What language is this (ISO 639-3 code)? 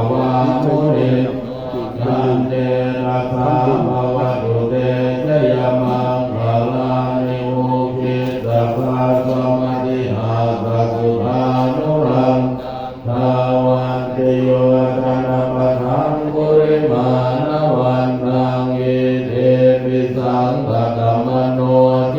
pli